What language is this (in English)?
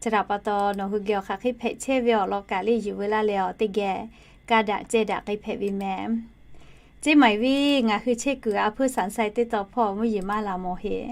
Lahu